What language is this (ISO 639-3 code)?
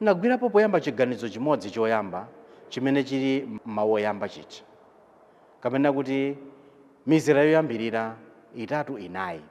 nya